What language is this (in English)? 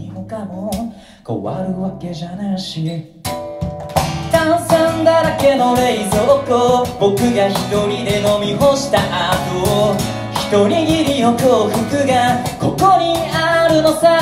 Japanese